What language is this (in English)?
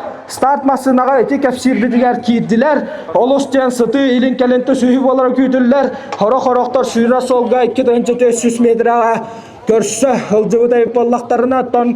Yakut